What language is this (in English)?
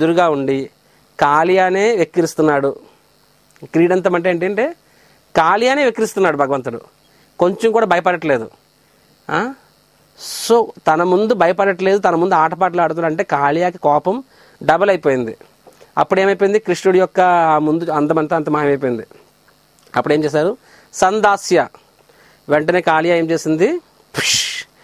Telugu